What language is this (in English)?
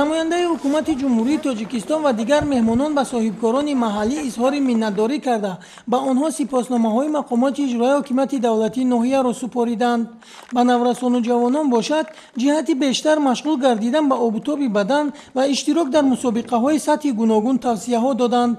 Tajik